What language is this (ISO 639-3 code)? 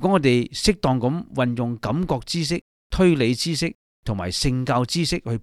yue